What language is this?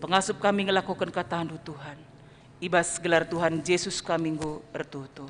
Batak Karo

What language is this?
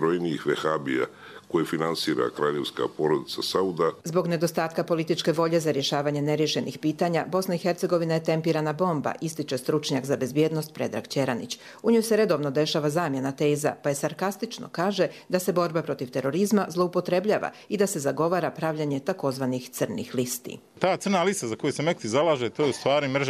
Croatian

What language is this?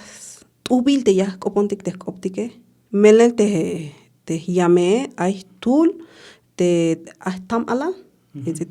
Tzeltal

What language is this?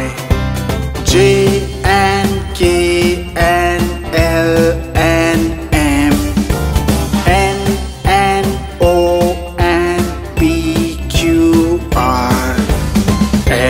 Kannada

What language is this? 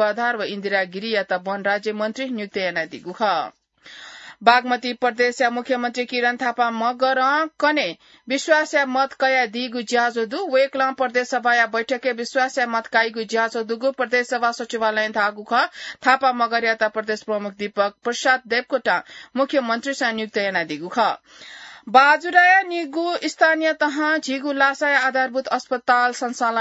Newari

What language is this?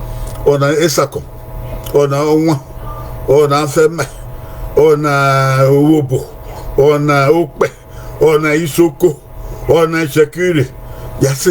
Bini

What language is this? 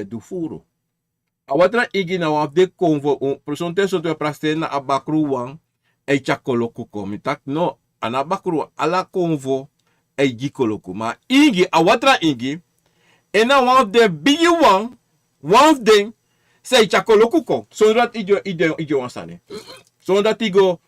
Sranan Tongo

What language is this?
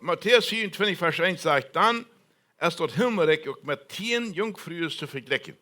Plautdietsch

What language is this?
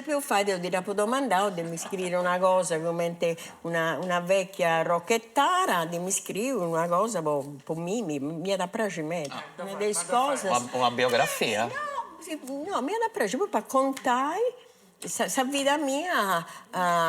Sardinian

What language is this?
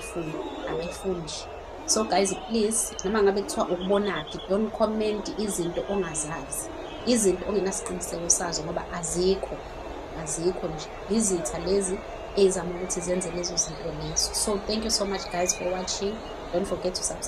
Zulu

